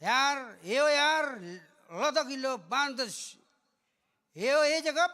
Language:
Marshallese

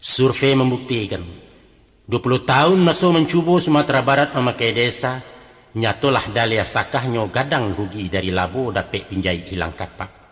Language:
Minangkabau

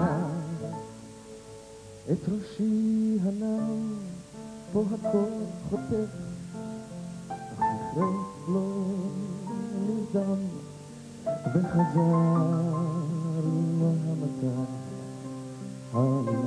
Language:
Hebrew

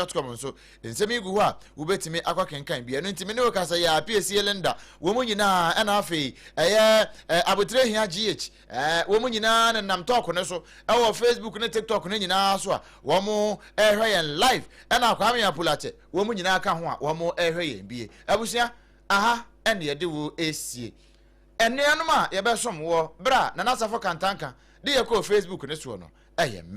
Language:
Akan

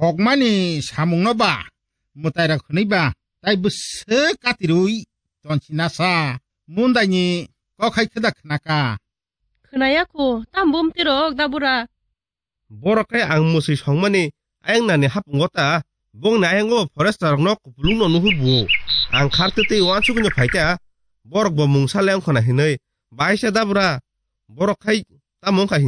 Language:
Kok Borok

